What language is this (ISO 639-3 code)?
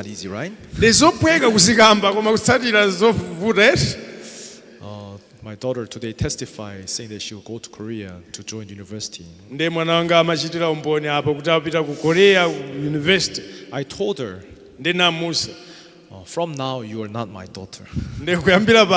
nya